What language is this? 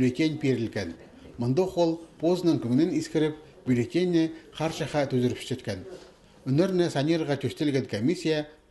Khakas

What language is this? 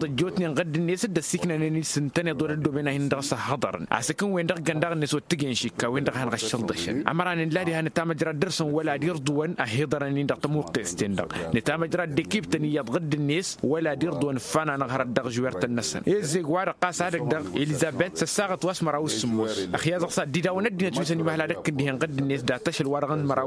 Tamasheq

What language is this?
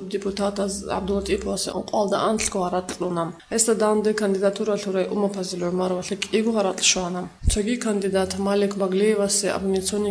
Avaric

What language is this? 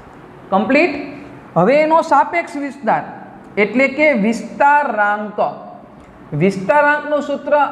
Gujarati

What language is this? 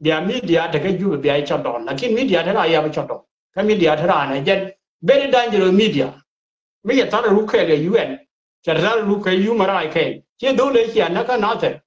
Nuer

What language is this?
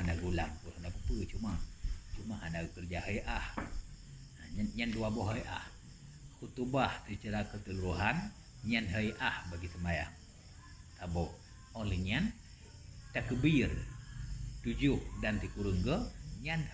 Achinese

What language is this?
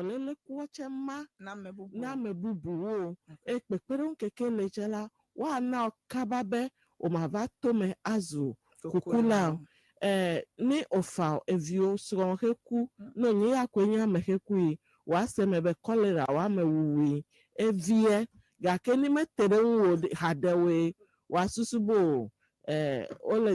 Ewe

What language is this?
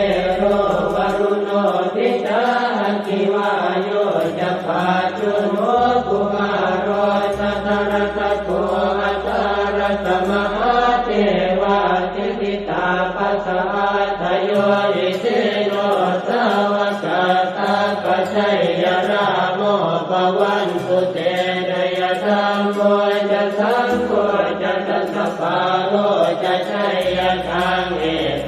Pali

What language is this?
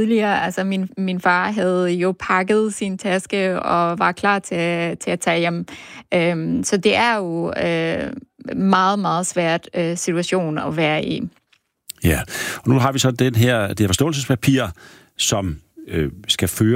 Danish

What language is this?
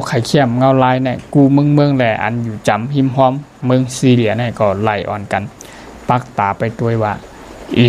Shan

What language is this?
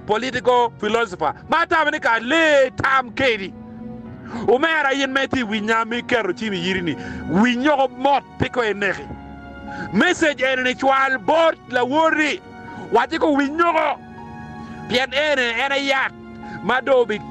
Acoli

